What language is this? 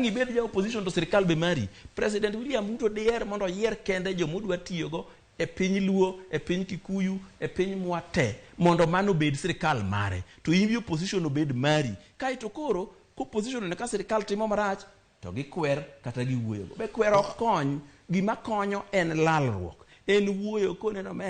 Luo (Kenya and Tanzania)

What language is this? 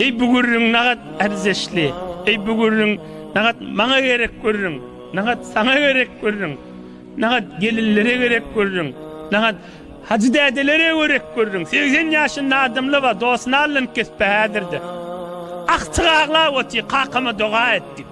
Turkmen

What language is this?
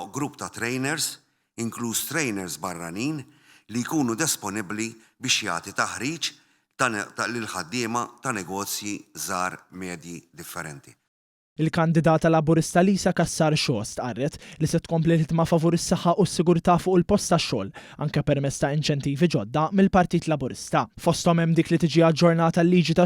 Maltese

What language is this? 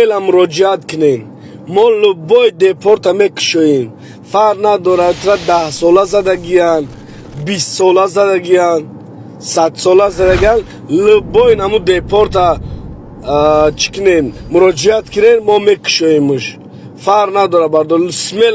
Tajik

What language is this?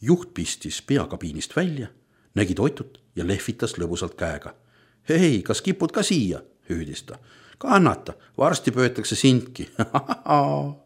Estonian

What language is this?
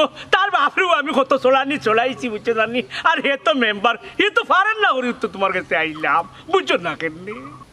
Sylheti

